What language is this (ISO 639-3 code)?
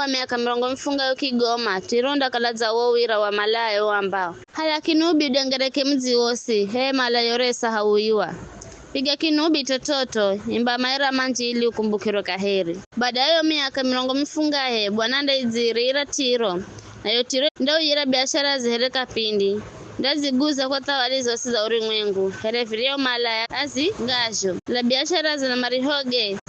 nyf